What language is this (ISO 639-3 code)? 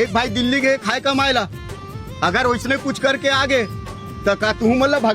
hne